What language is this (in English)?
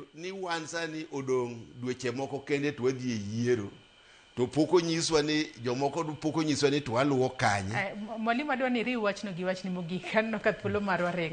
Luo (Kenya and Tanzania)